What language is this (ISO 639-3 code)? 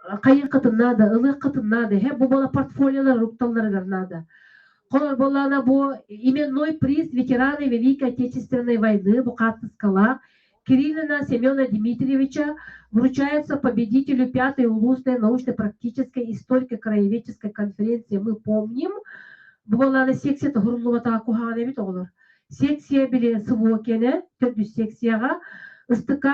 sah